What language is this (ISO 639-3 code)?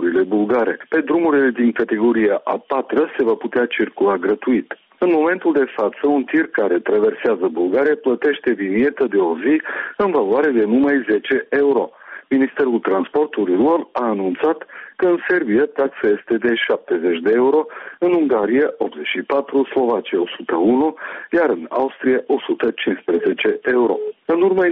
ron